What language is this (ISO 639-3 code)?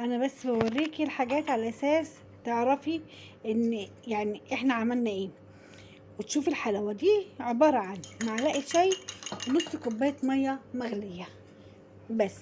arz